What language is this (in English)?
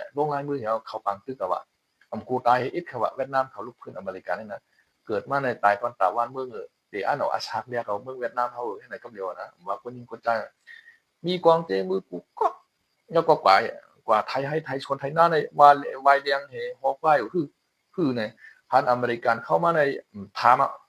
Shan